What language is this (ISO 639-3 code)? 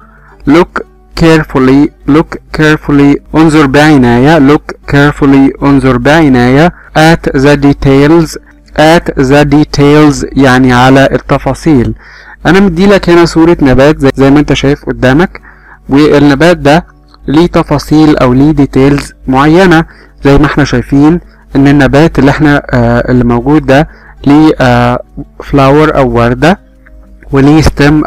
arz